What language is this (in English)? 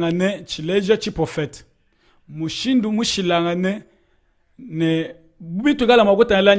Luba-Lulua